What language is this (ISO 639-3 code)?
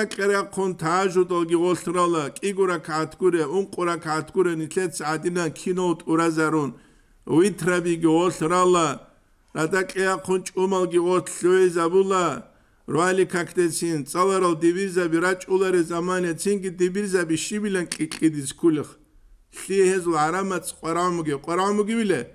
ava